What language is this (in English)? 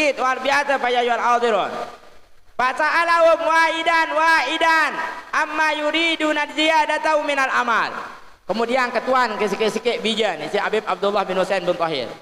Sasak